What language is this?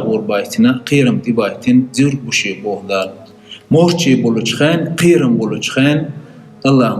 Chechen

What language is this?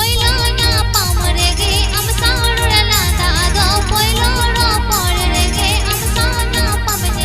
Santali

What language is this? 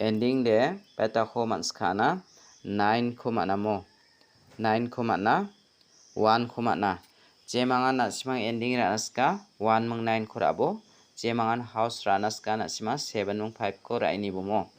Garo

